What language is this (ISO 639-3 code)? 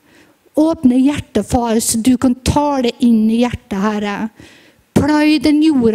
nor